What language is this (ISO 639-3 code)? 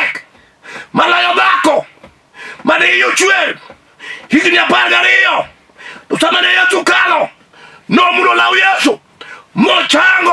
luo